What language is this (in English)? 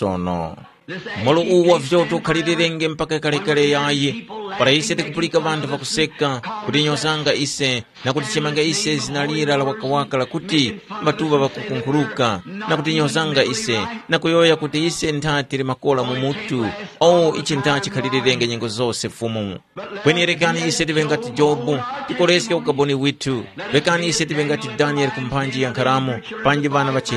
Tumbuka